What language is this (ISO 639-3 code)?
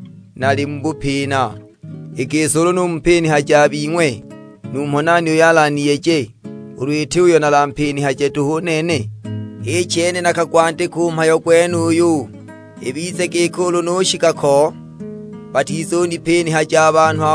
suk